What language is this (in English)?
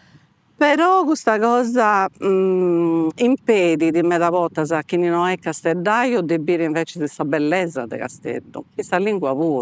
Sardinian